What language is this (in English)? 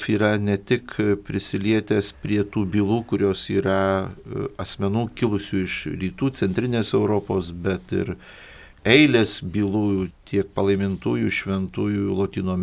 Lithuanian